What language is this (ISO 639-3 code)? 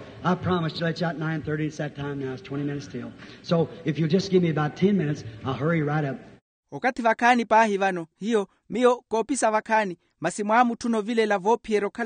vmw